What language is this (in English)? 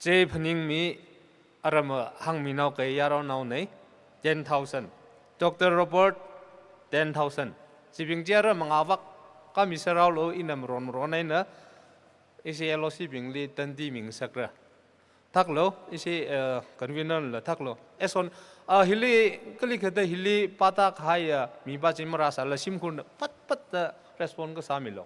Tangkhul Naga (India)